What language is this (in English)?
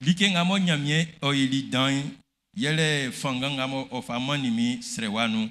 Baoulé